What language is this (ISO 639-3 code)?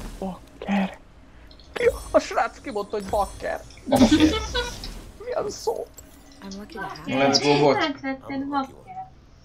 hun